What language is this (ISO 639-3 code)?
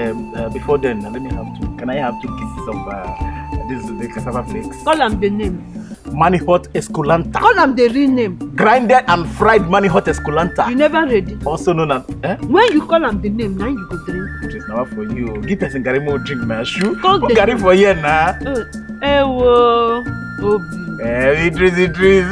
pcm